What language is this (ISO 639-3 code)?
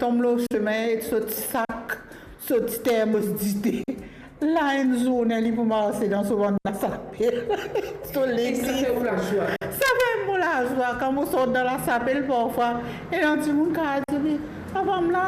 mfe